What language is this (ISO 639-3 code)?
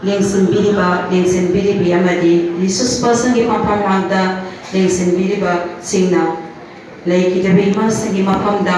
mni